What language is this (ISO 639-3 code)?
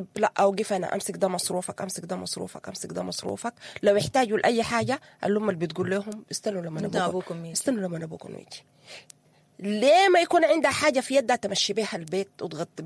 apd